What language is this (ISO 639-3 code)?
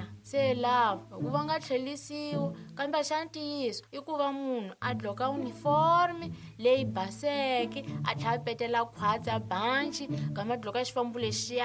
tso